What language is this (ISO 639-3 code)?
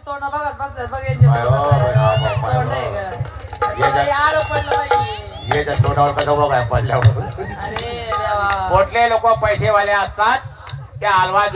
mar